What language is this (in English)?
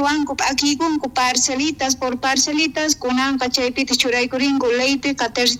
South Bolivian Quechua